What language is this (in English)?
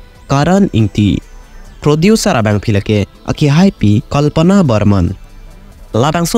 Karbi